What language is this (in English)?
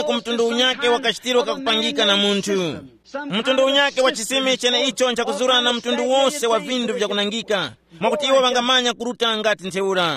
Tumbuka